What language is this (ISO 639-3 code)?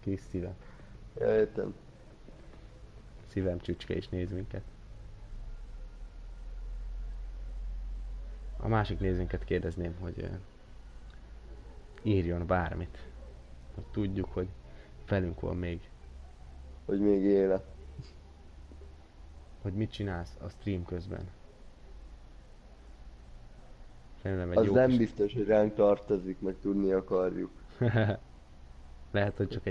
hun